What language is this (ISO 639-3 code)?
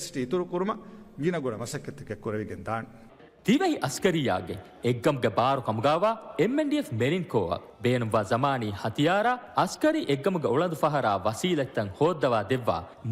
div